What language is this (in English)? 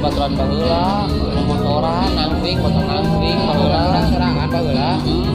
Sundanese